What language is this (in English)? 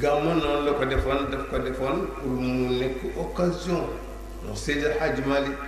Wolof